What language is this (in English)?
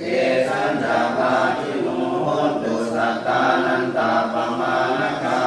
Pali